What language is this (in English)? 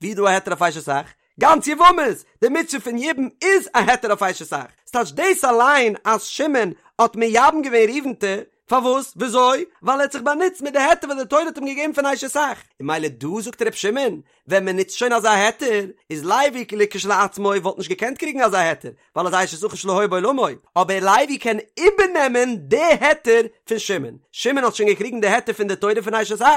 Yiddish